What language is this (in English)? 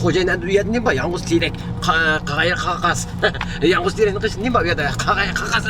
Uyghur